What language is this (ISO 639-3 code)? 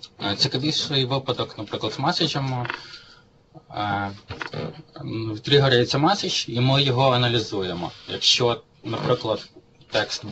ukr